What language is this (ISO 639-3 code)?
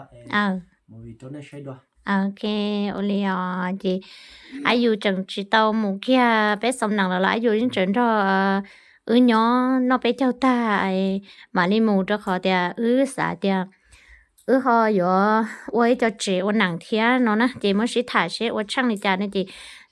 hmn